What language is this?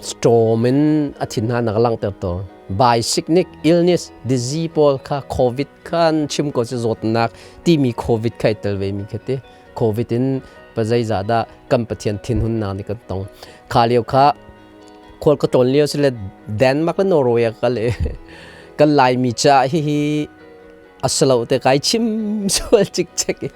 Hakha Chin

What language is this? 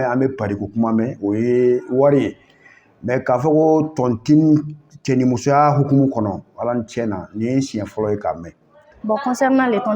Bambara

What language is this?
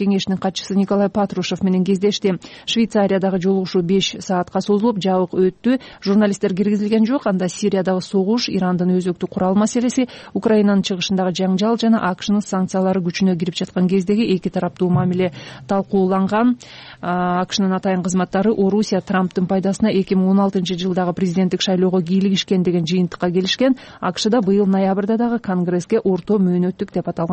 Kyrgyz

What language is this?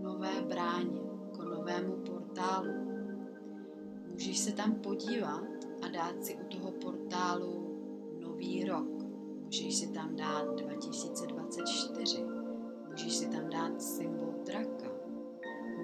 Czech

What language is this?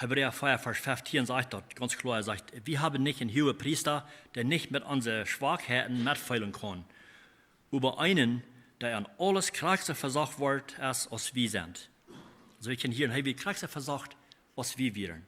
Plautdietsch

